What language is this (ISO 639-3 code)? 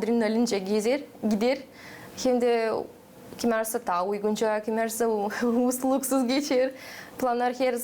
gag